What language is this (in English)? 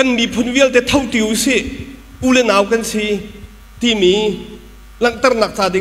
Hakha Chin